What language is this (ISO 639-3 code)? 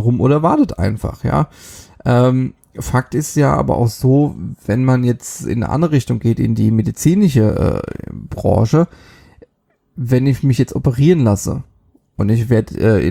deu